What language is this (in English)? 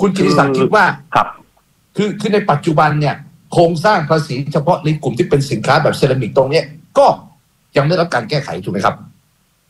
Thai